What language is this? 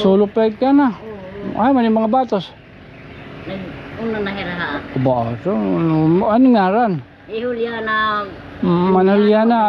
Waray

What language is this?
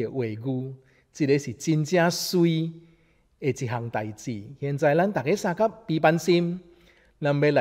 Min Nan Chinese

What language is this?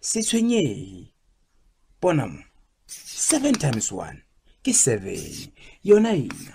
Southern Sotho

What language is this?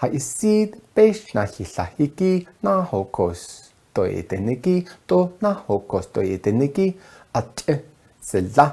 Navajo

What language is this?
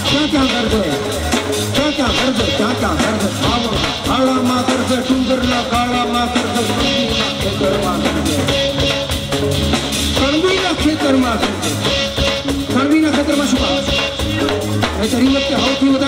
Gujarati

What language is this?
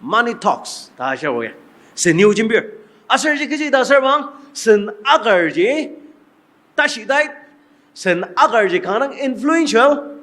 Ao Naga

